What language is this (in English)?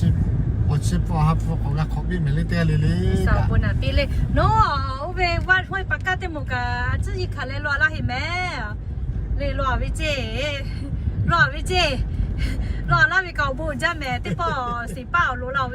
Lahu